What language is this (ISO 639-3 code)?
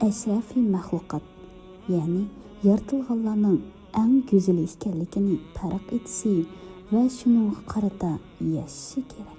uig